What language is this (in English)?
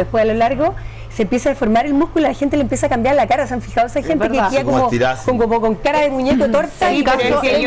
Spanish